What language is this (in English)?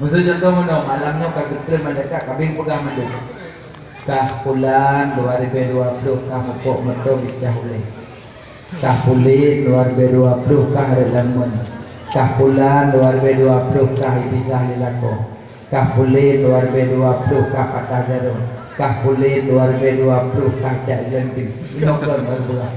Achinese